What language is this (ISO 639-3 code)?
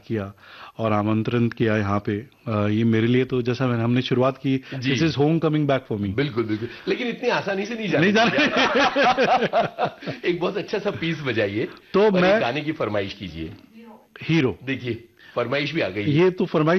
hin